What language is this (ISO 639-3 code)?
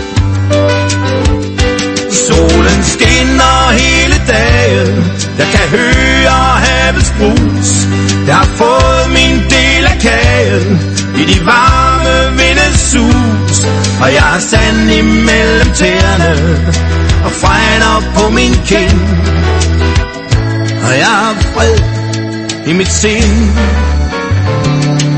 dan